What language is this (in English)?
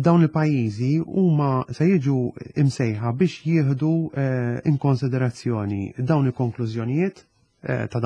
Maltese